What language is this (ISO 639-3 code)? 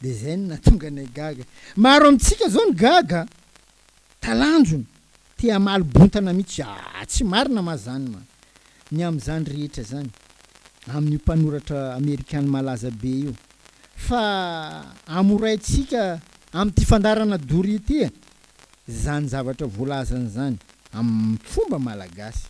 mlg